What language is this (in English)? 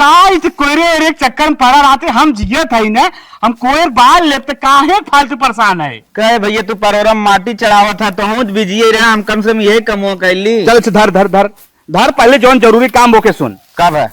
Awadhi